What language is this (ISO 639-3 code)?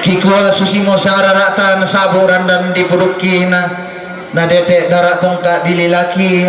sda